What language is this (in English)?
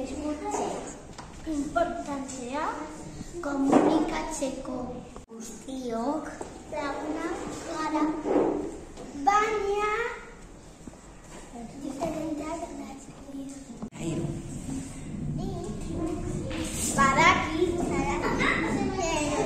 Basque